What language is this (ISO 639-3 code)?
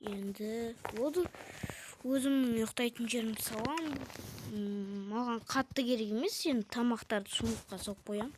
kaz